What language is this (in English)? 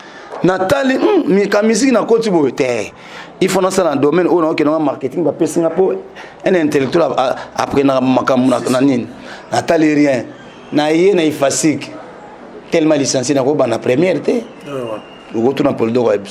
Lingala